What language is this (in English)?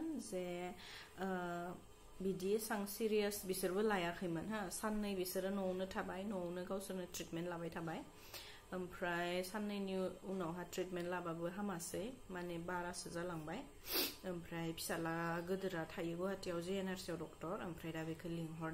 Bodo